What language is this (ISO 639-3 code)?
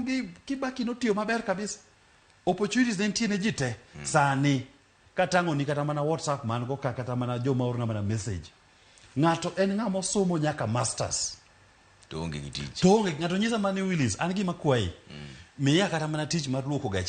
luo